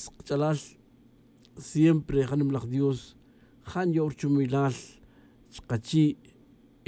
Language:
Tz'utujil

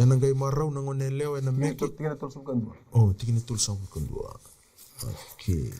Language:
Fijian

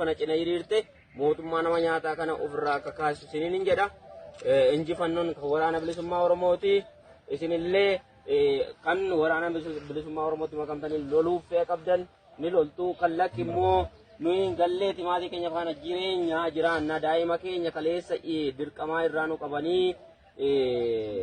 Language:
Oromo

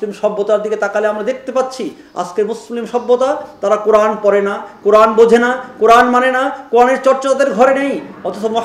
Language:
Bangla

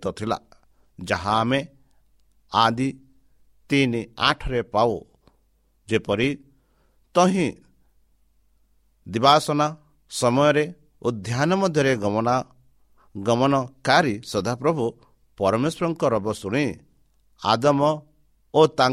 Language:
Odia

